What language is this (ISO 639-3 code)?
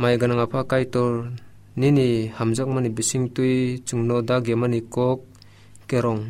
trp